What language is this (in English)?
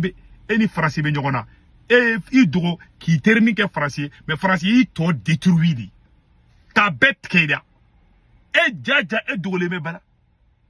Bambara